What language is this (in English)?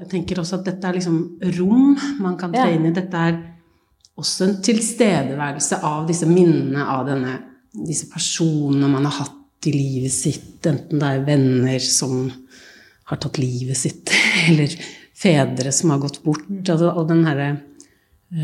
Norwegian